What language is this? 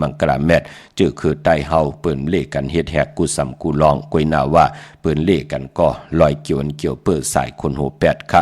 Shan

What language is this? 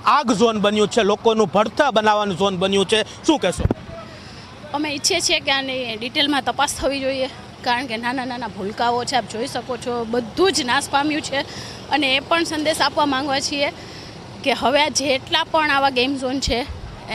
Gujarati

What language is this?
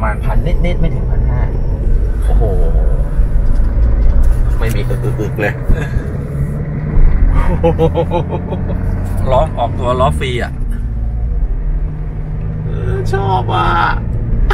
Thai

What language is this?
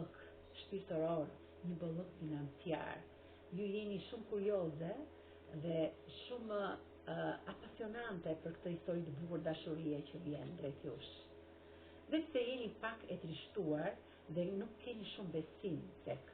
Albanian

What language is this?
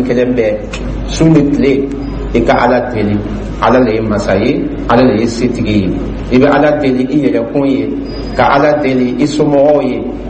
Dyula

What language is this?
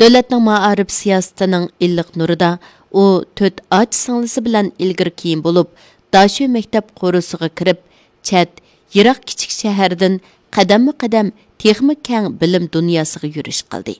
Uyghur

